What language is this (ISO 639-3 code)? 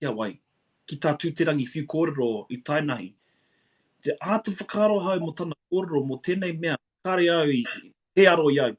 mri